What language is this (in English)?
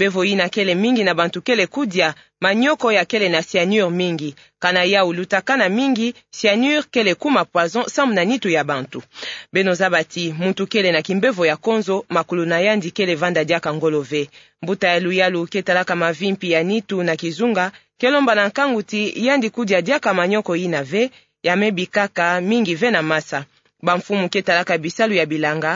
Kituba (Democratic Republic of Congo)